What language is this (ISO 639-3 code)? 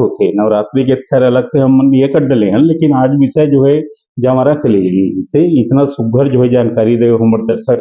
hne